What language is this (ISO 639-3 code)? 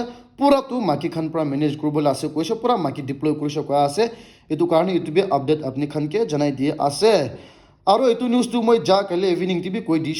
nag